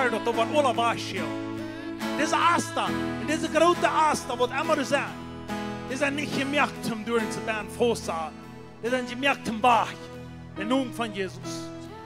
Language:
Plautdietsch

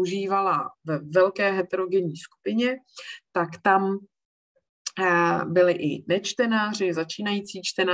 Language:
Czech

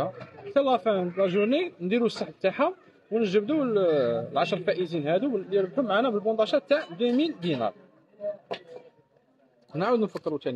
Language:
Algerian Arabic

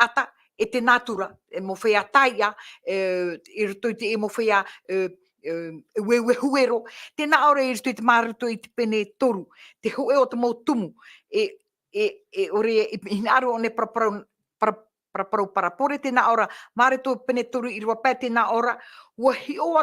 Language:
Tahitian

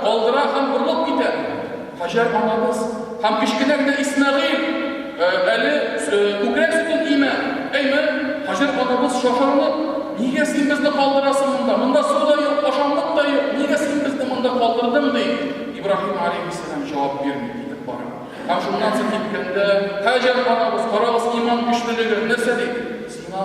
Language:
Tatar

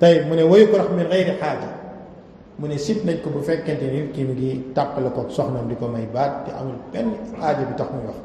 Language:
Wolof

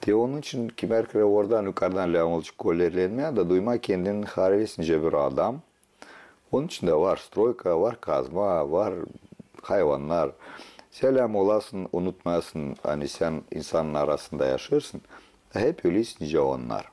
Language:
Gagauz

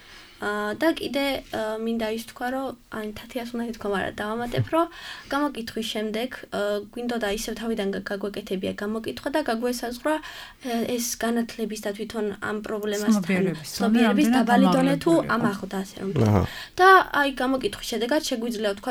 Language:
Georgian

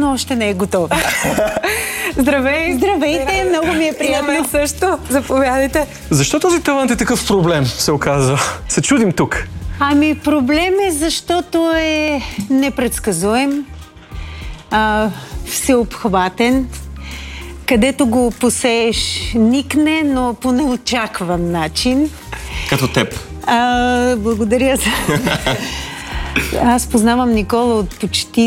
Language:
Bulgarian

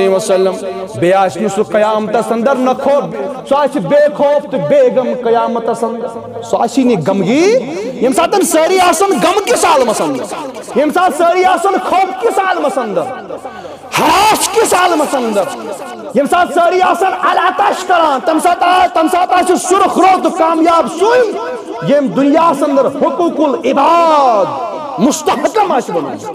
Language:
Kashmiri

